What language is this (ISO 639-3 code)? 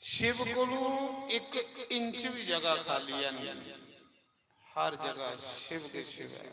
doi